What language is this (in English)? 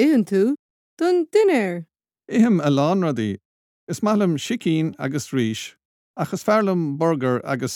Irish